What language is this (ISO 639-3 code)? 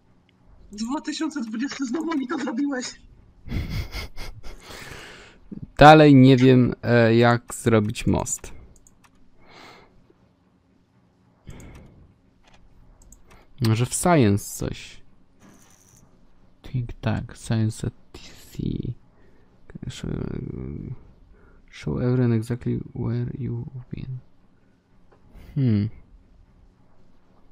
pol